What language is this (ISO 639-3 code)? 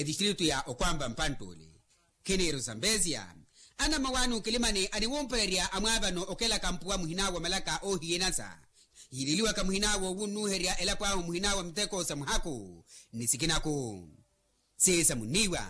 vmw